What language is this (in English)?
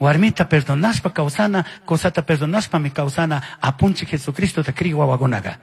Chimborazo Highland Quichua